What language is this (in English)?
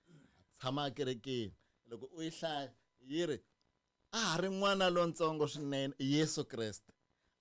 Tsonga